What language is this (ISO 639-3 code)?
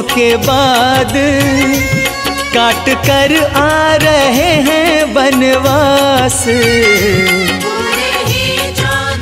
hin